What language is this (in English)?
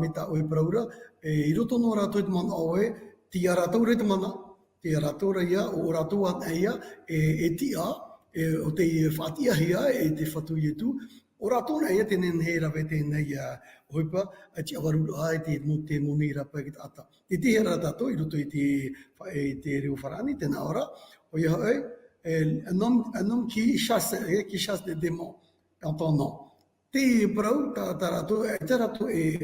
Tahitian